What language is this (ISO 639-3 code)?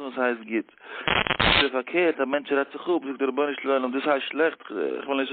yid